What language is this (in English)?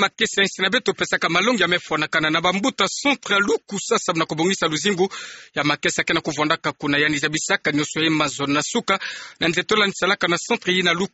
Kituba (Democratic Republic of Congo)